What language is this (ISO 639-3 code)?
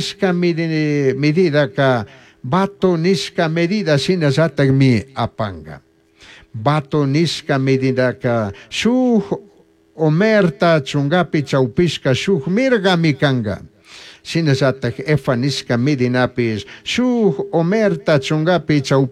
qug